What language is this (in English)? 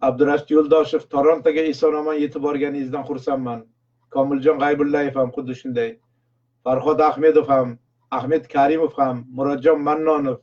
Uzbek